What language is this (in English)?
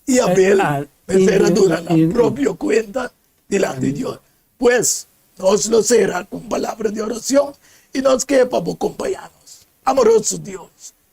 Papiamento